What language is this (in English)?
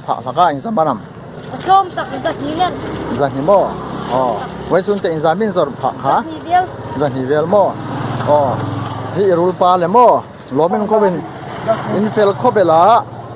Hmar